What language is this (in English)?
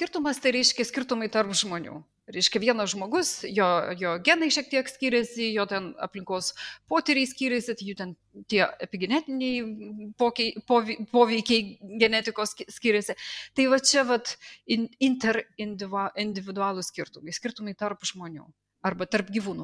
Lithuanian